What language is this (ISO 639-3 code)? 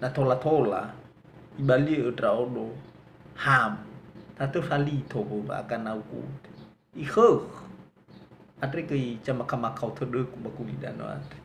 nia